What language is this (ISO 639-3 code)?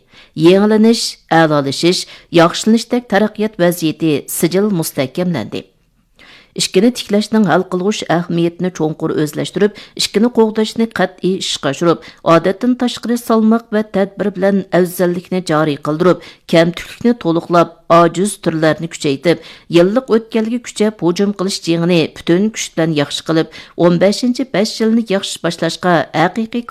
uig